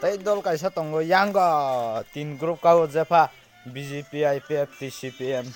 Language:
Kok Borok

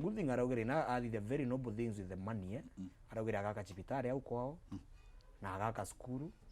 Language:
Meru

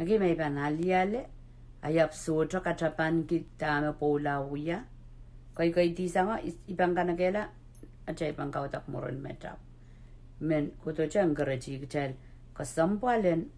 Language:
Pohnpeian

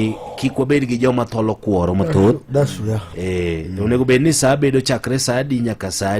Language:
Luo (Kenya and Tanzania)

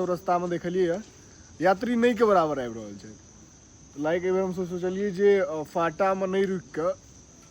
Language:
Maithili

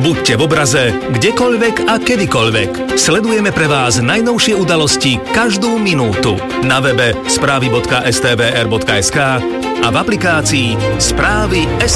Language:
Slovak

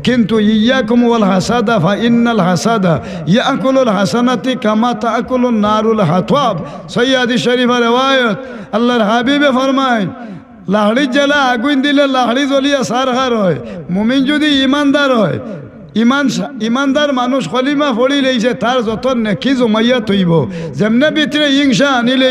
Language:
Sylheti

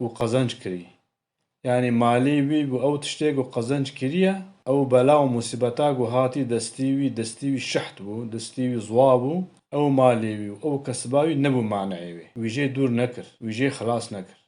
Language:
Kurdish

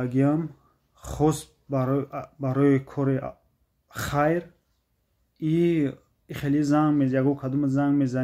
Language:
Tajik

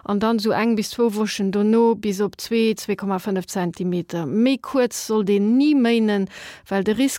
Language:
Luxembourgish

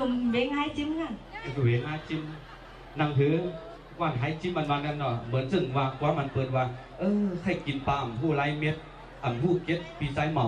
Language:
Shan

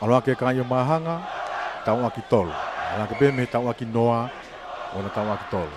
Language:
Tongan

